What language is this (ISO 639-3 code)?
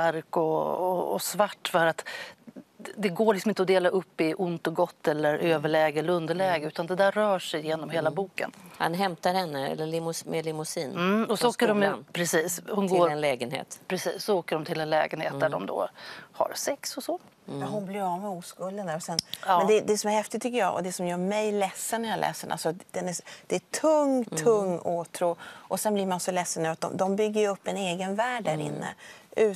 swe